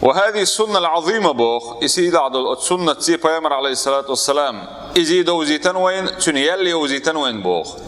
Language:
Chechen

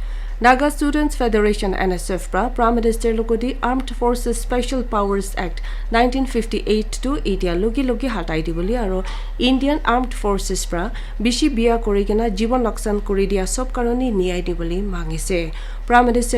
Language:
Naga Pidgin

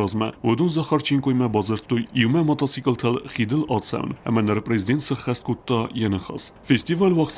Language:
Ossetic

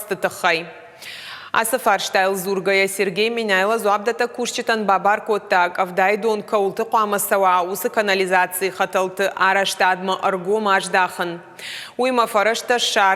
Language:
Ossetic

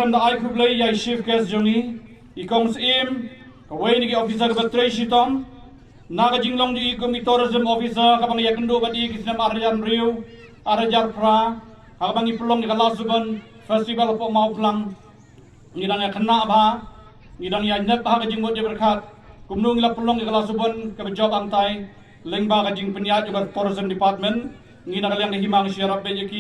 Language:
Khasi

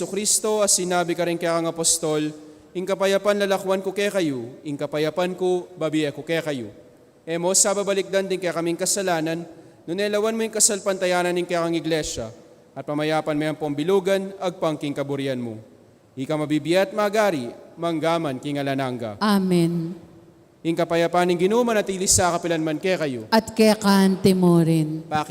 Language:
Pampanga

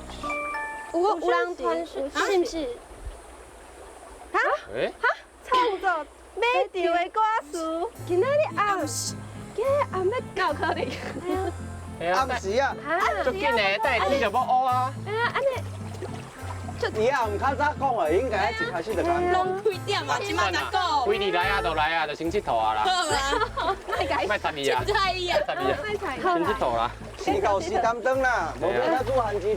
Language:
Min Nan Chinese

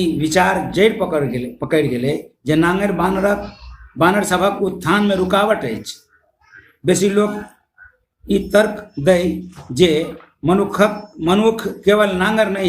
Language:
Maithili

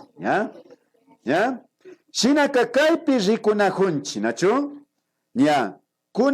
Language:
Imbabura Highland Quichua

